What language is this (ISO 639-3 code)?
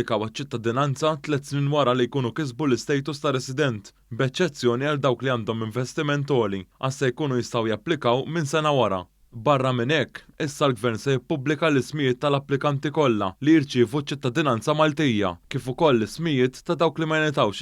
mlt